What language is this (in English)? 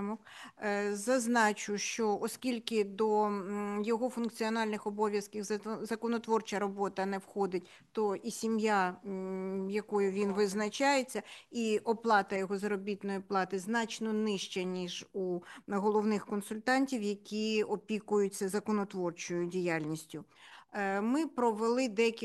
Ukrainian